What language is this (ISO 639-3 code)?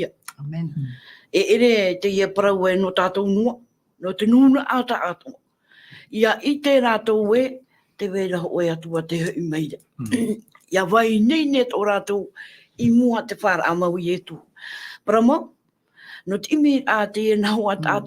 tah